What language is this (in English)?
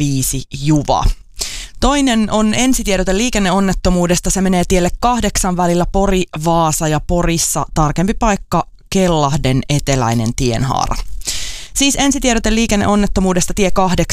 Finnish